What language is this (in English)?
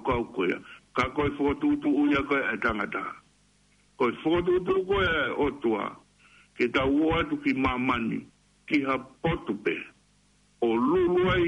Tongan